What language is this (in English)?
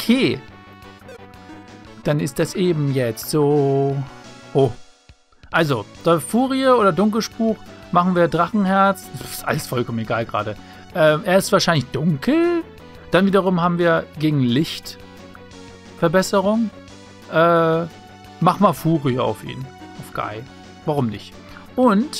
German